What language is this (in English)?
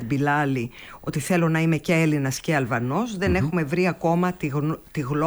Greek